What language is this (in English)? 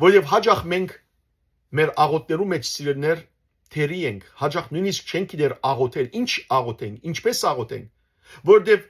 Western Armenian